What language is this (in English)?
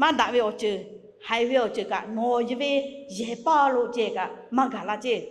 Lahu